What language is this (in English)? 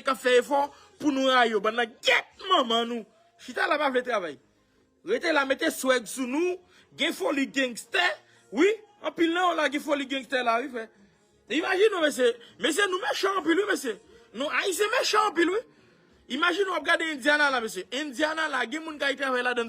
Haitian Creole